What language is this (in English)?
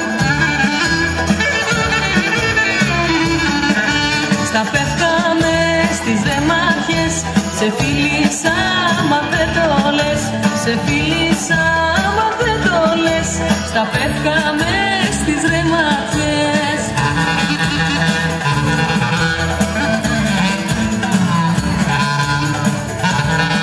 Greek